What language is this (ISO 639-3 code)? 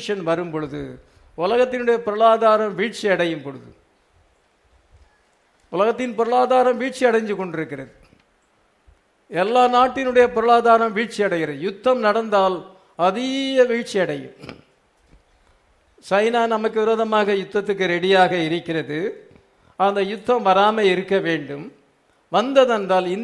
tam